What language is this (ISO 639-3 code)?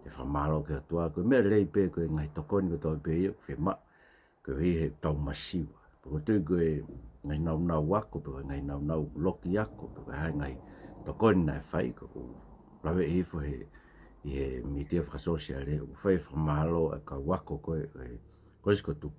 ton